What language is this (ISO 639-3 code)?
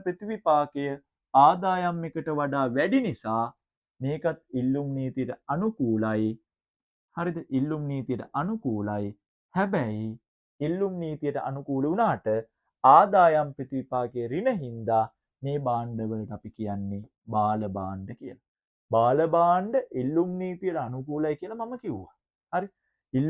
sin